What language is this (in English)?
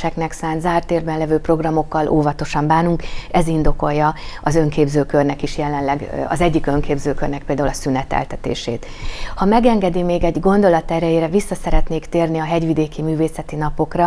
Hungarian